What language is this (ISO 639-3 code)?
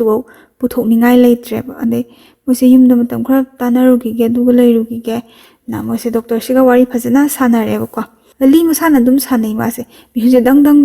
mni